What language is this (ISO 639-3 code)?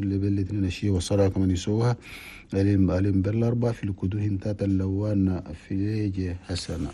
shu